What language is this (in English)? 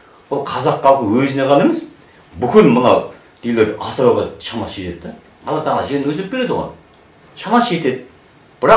Kazakh